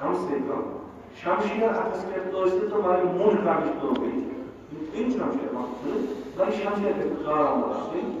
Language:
Kashmiri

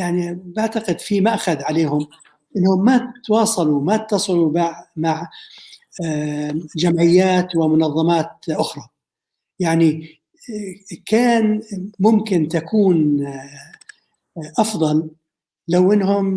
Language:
North Levantine Arabic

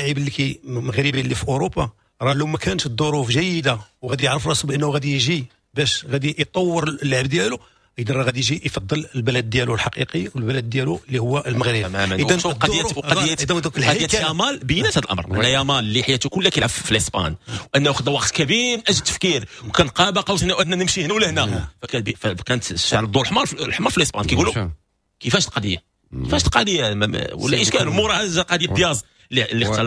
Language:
Moroccan Arabic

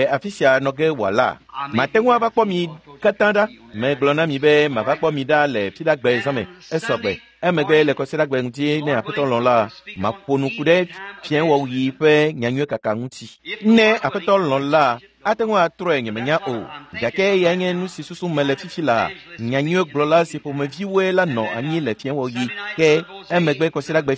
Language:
Ewe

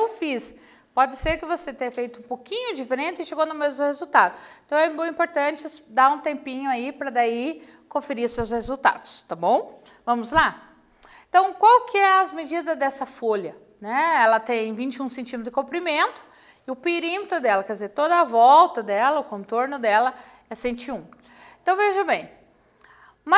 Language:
Portuguese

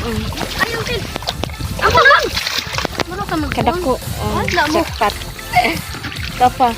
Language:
Cebuano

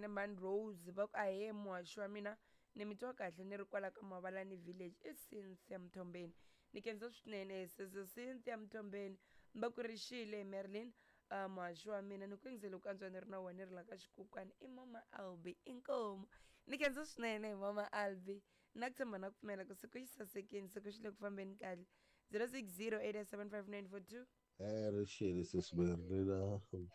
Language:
Tsonga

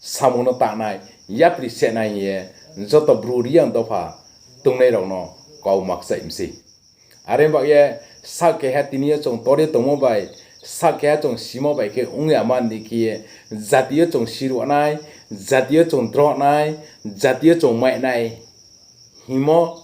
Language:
Riang (India)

